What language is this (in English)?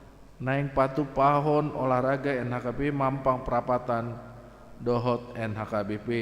Batak Toba